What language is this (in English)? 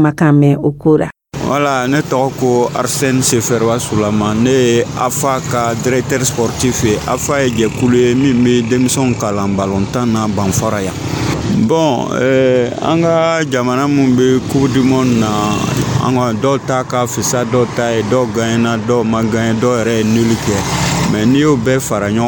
Dyula